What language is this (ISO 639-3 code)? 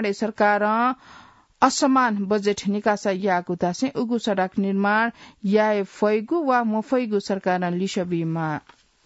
new